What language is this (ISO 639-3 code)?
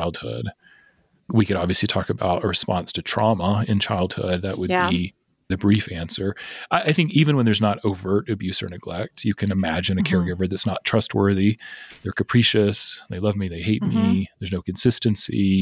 eng